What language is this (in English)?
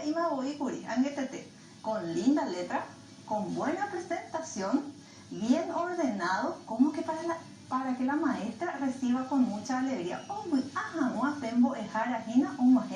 Guarani